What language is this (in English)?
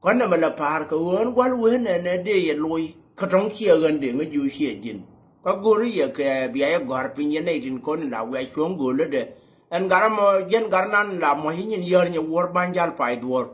Nuer